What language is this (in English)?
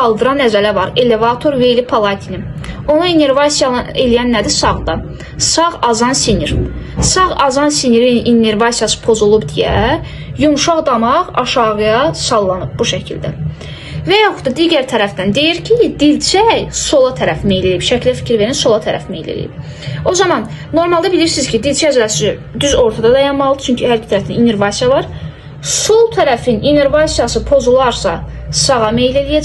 Azerbaijani